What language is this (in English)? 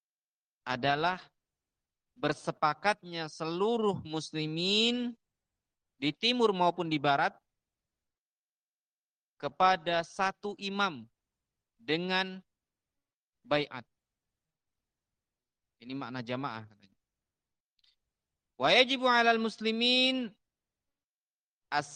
Indonesian